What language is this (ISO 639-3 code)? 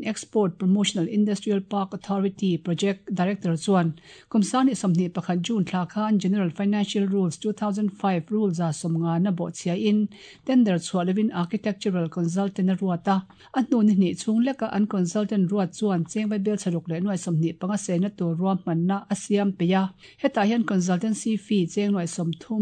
lus